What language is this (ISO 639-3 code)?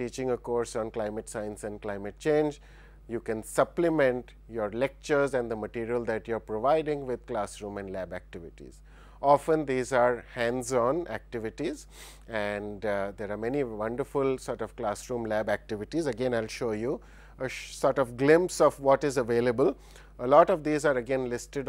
eng